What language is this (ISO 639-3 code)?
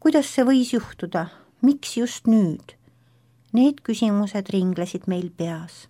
est